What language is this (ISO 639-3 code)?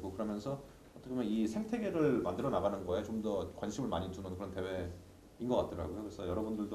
kor